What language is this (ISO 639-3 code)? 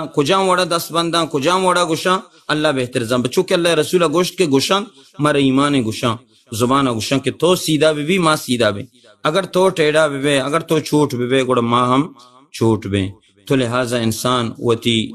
bal